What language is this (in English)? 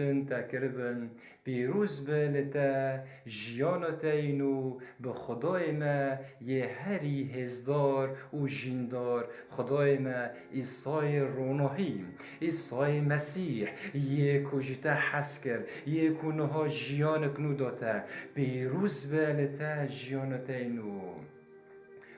Kurdish